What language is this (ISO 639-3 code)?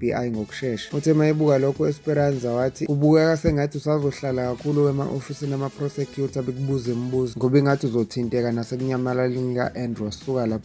zul